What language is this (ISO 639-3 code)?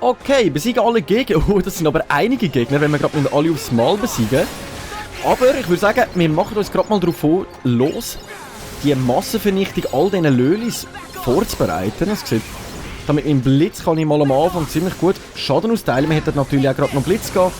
gsw